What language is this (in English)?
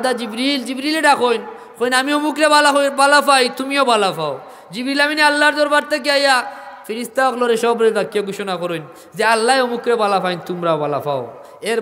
Sylheti